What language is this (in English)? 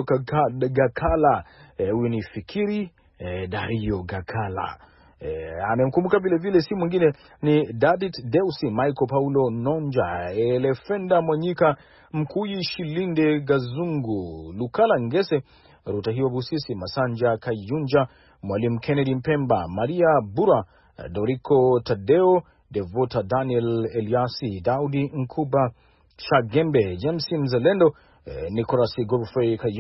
Swahili